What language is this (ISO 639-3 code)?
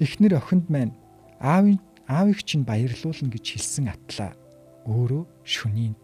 mon